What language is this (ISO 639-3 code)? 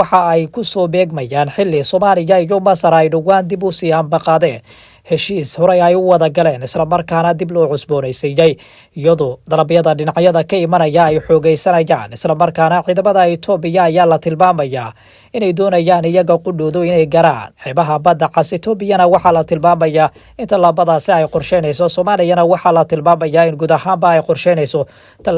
som